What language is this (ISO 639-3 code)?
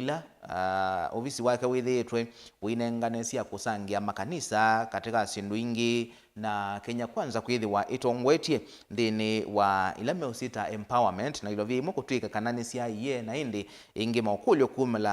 kam